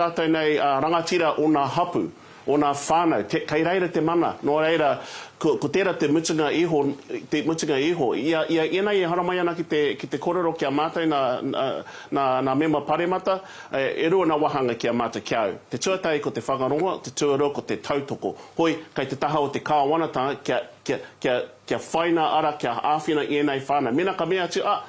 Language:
Māori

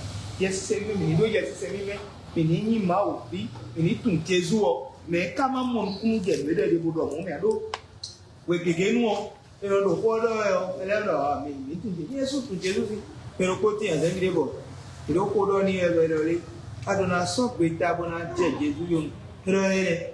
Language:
Fon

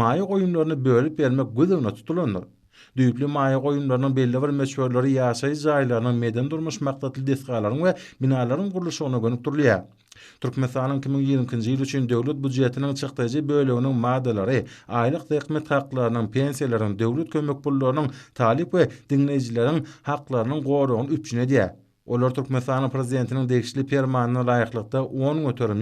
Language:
Turkmen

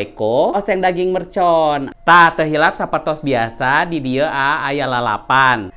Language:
Sundanese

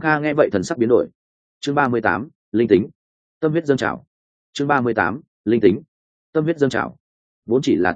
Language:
Vietnamese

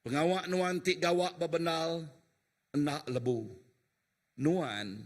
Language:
Iban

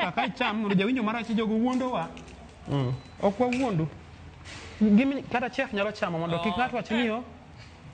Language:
Luo (Kenya and Tanzania)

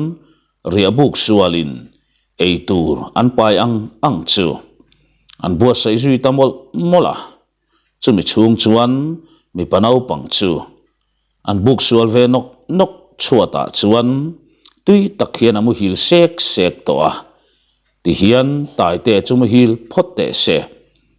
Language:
Mizo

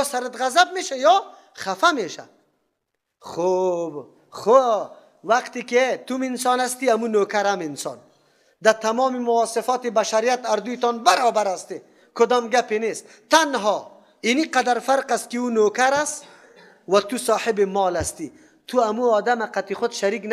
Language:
Persian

